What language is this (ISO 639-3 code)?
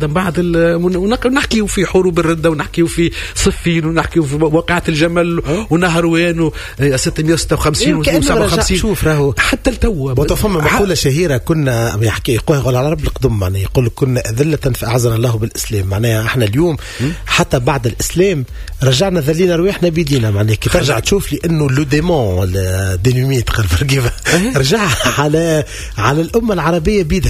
aeb